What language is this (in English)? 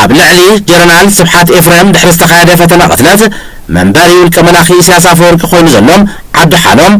Tigrinya